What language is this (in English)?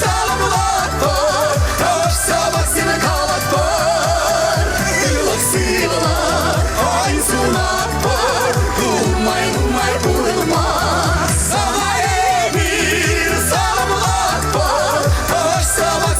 Chuvash